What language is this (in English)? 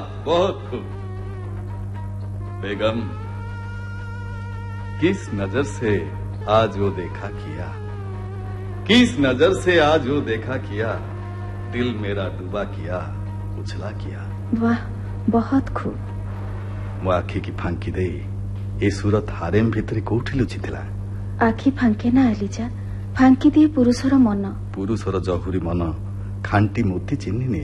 Odia